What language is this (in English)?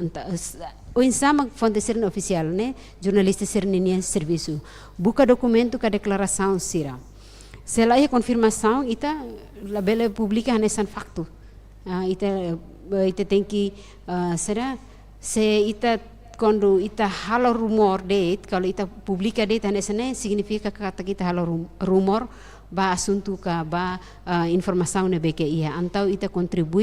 Tetum